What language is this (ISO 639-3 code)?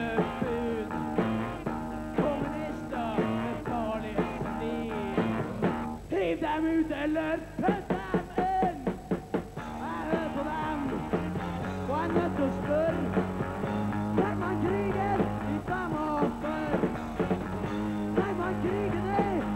nor